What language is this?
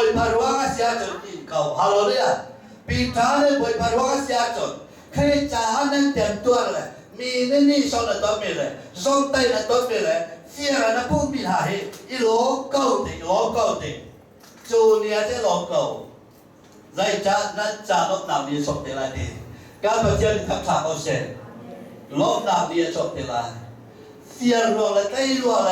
Hakha Chin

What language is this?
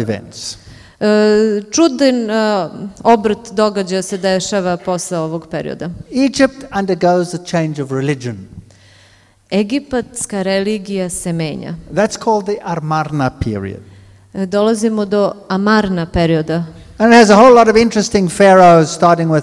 Serbian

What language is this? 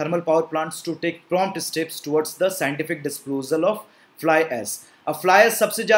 Hindi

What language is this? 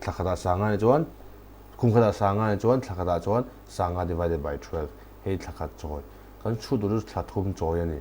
Mizo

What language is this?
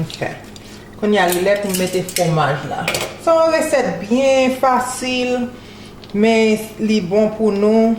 Haitian Creole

